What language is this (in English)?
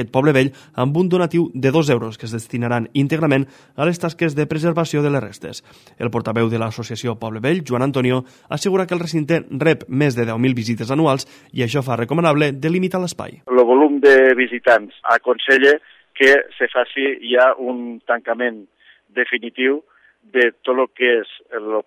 Catalan